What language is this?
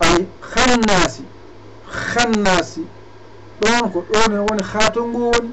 Fula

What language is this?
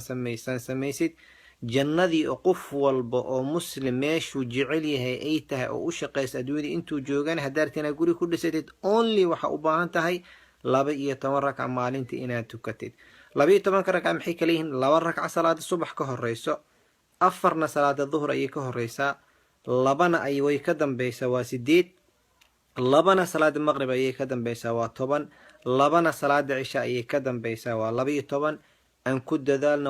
Somali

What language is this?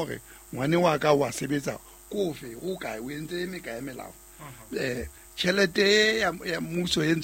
Southern Sotho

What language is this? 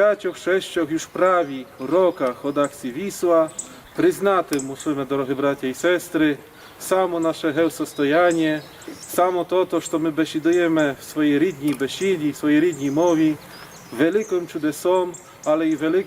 Rusyn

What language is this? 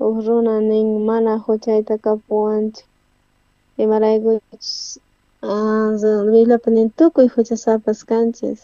South Bolivian Quechua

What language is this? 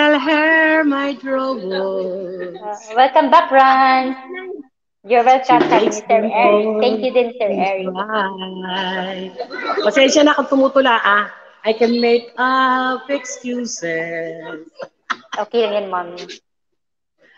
Filipino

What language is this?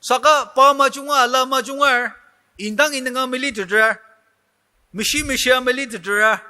Ao Naga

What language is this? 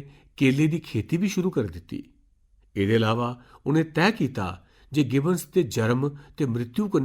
Dogri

